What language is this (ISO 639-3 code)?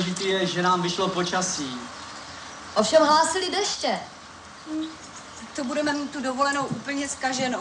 ces